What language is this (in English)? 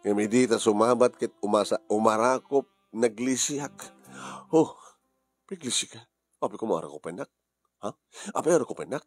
Iloko